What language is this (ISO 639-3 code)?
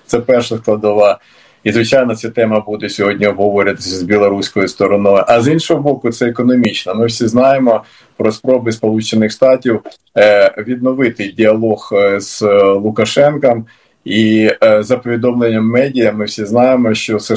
ukr